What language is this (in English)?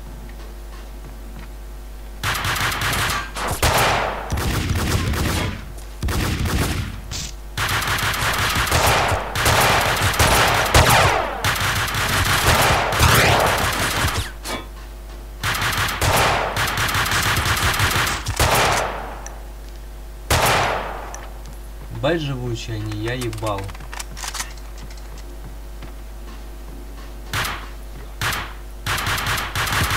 Russian